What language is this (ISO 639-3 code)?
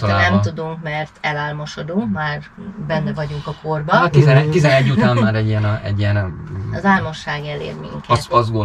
hun